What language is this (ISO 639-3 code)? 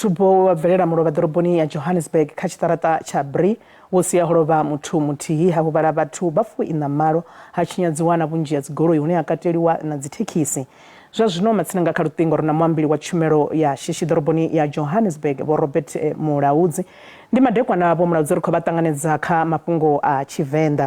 ven